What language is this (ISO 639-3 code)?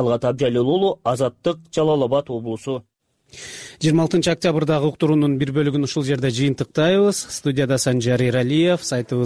kir